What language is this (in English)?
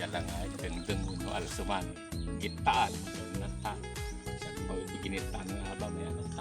Iloko